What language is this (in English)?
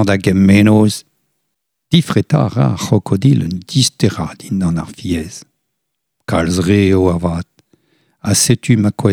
Breton